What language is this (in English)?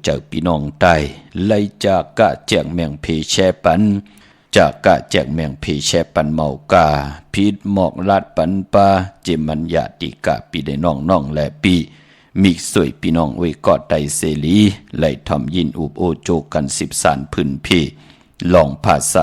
Shan